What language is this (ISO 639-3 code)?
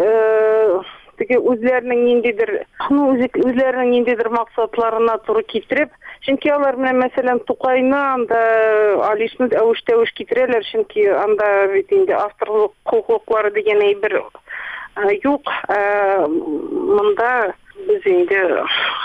tat